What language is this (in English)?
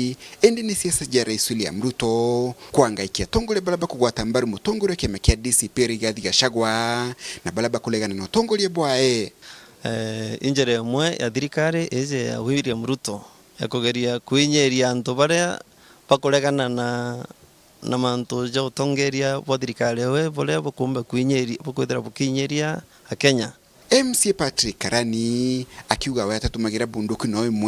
Meru